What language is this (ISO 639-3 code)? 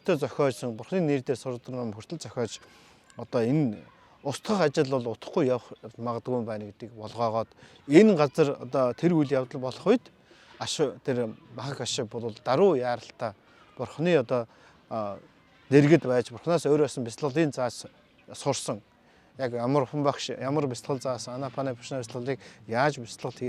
mon